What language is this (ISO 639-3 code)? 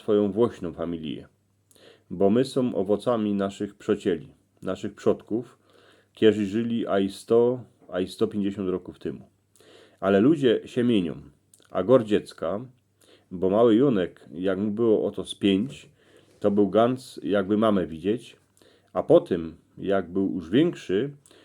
szl